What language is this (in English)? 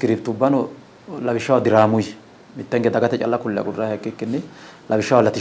Sidamo